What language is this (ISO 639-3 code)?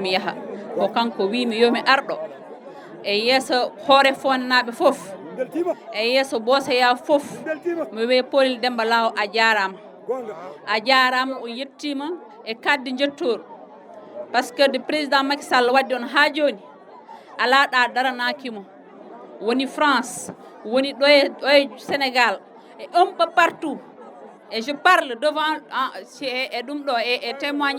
ful